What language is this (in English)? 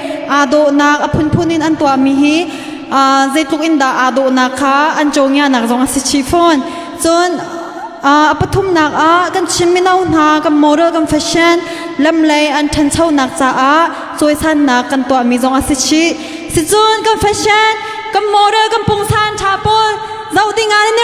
Hakha Chin